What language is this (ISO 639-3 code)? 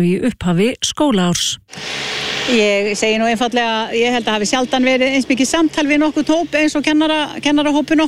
isl